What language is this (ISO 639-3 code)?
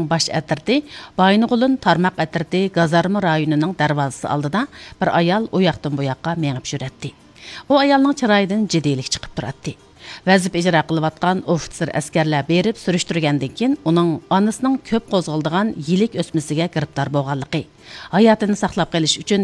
uig